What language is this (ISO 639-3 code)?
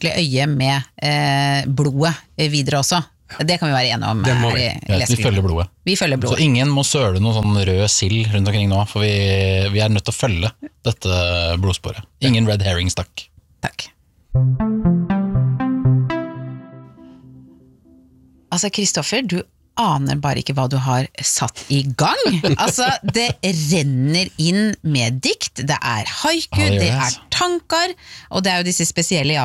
nor